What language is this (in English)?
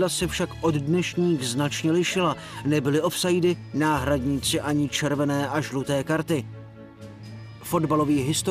Czech